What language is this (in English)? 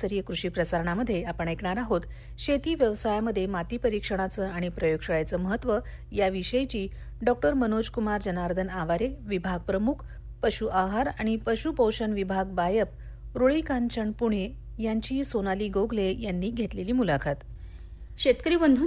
Marathi